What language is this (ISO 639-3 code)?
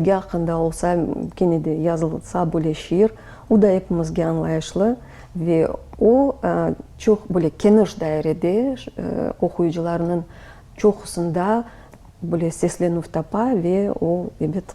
crh